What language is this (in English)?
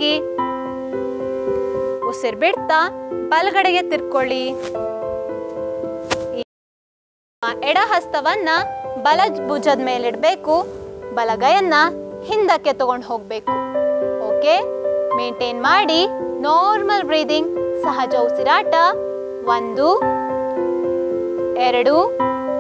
Kannada